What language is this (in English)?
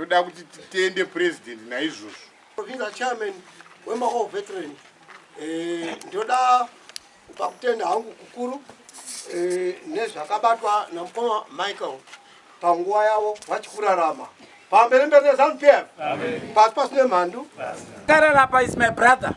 Shona